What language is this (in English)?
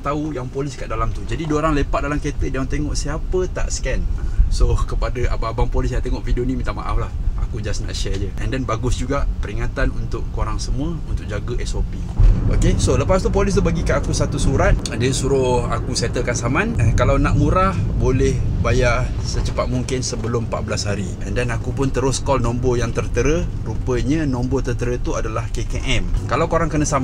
Malay